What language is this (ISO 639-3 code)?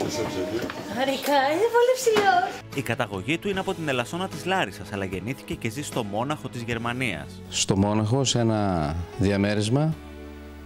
ell